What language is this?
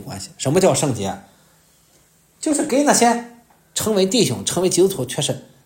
Chinese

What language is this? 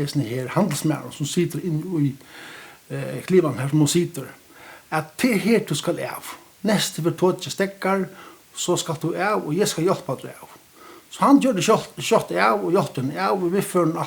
Faroese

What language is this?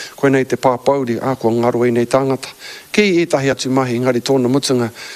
Māori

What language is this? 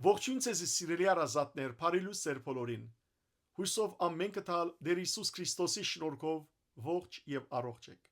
Western Armenian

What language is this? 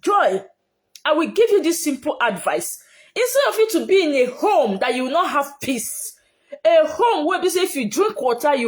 Nigerian Pidgin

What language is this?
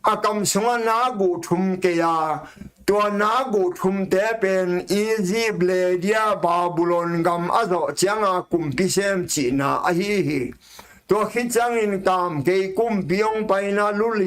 Tedim Chin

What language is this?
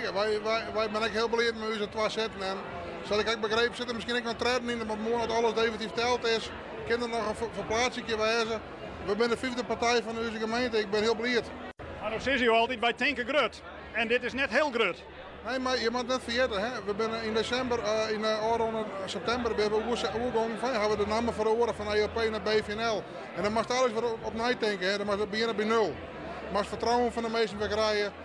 Western Frisian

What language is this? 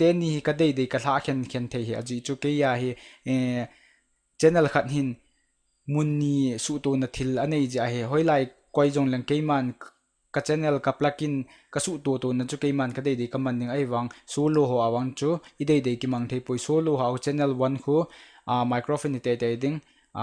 Thado Chin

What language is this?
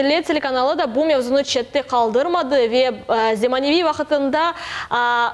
Crimean Tatar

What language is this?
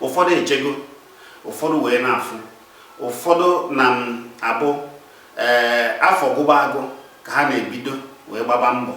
Igbo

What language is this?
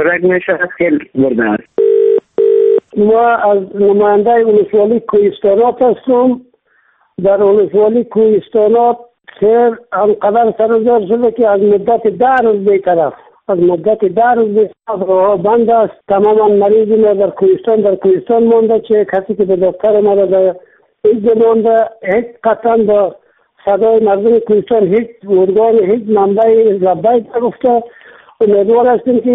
Persian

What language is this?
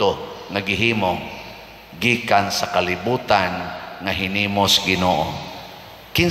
Cebuano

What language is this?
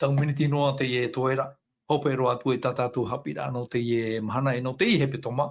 Tahitian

